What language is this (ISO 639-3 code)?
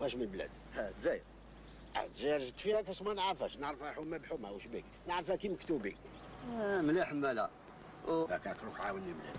arq